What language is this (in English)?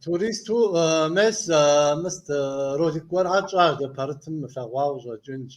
Kabardian